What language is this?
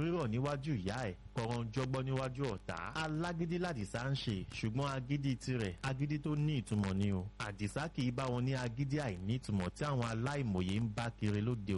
Yoruba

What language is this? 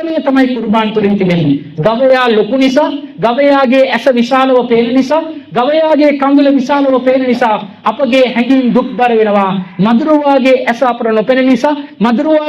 Sinhala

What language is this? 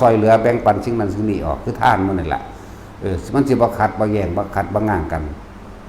Northeastern Thai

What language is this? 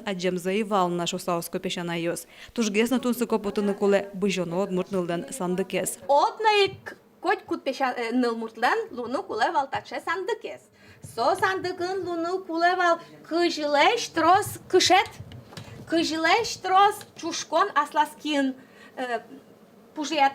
Udmurt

